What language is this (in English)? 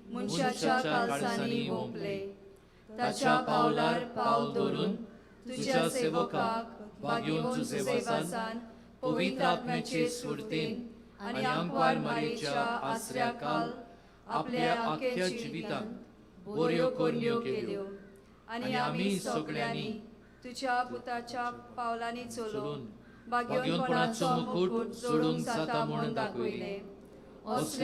Konkani